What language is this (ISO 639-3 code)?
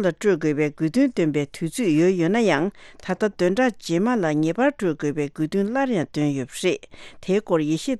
bod